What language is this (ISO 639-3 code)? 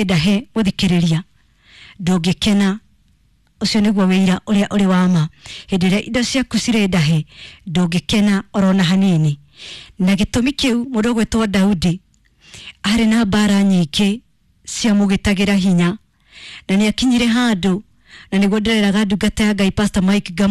kik